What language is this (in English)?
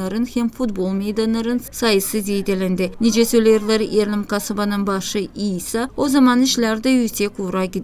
Gagauz